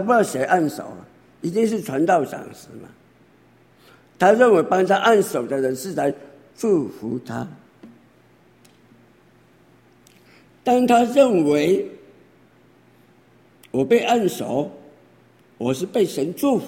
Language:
Chinese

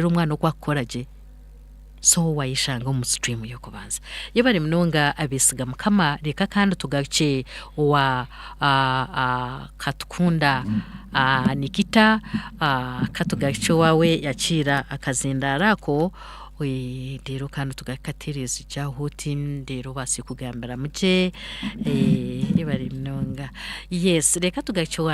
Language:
Nyankole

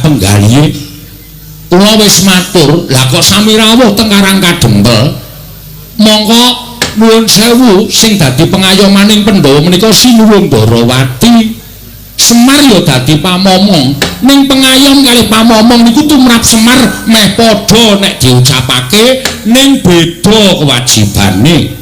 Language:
Javanese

